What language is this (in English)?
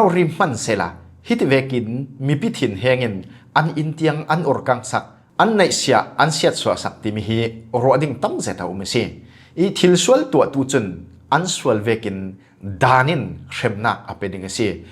Falam Chin